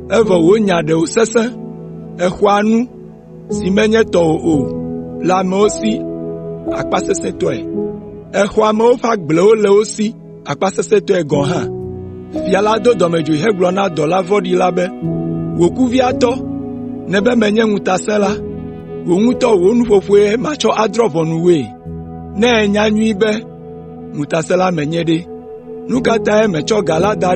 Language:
Ewe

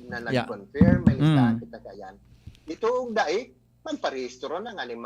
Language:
Bikol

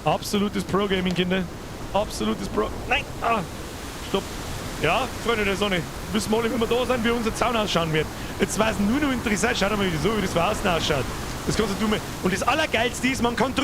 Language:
Bavarian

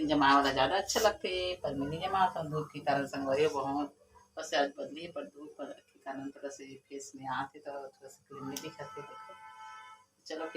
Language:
Chhattisgarhi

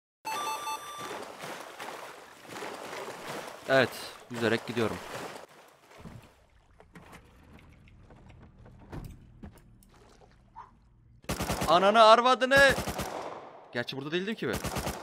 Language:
Turkish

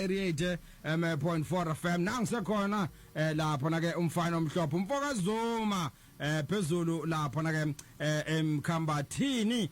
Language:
Zulu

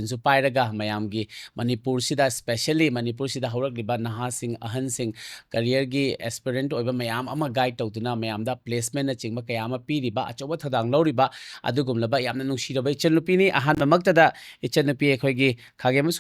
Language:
Manipuri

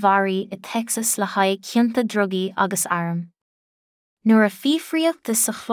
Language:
Irish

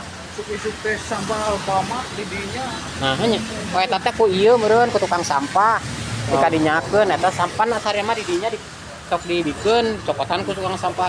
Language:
Sundanese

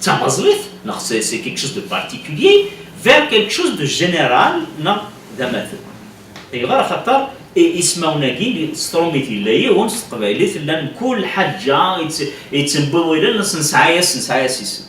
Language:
Kabyle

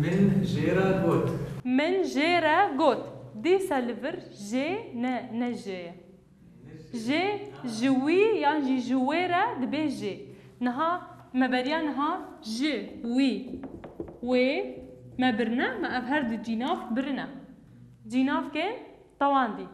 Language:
Kurdish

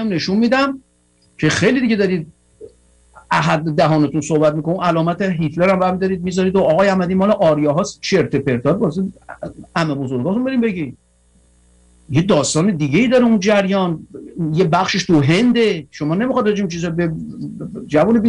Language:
Persian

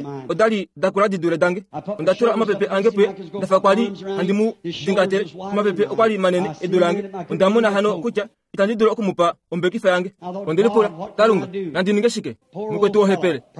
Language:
Kuanyama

